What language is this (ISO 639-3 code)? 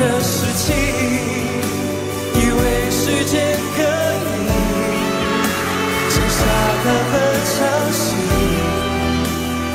zho